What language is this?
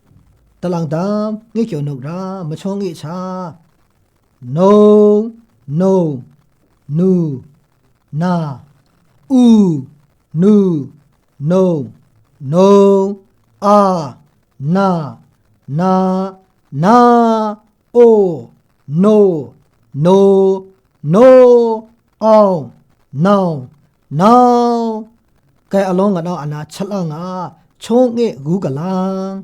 Maru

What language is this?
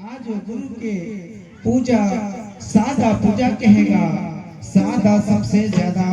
Chhattisgarhi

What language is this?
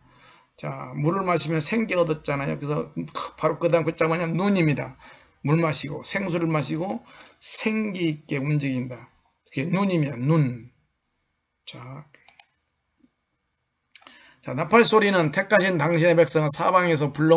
Korean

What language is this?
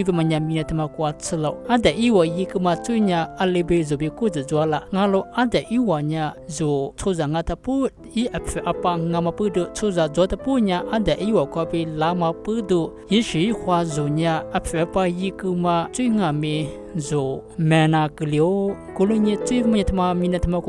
Lisu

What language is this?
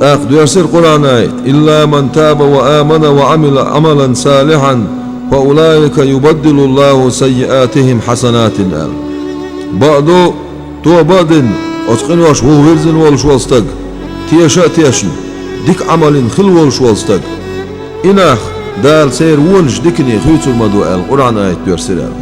Chechen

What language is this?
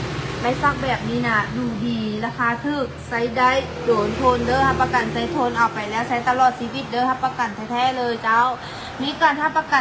Lao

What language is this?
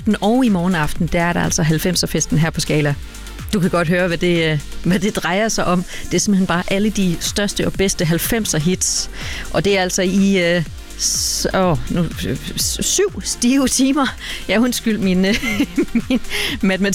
Danish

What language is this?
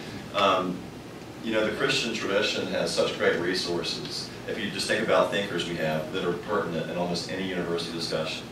English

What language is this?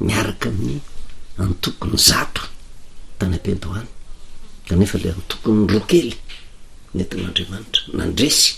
Malagasy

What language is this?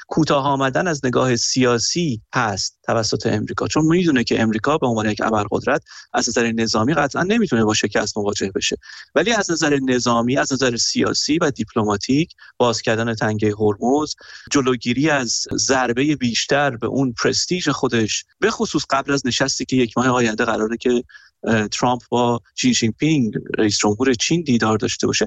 Persian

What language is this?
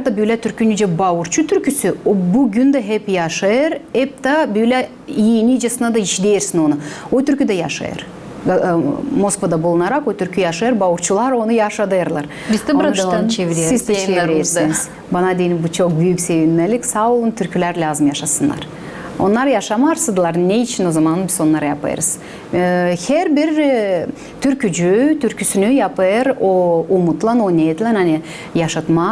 Gagauz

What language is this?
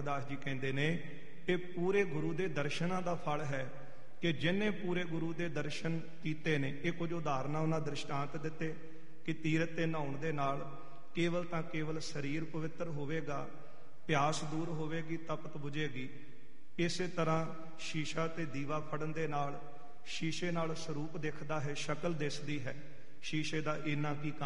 Punjabi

